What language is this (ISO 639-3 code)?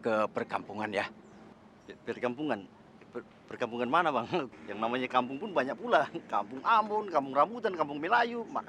bew